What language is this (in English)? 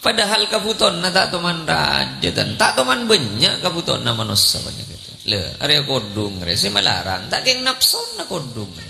Madurese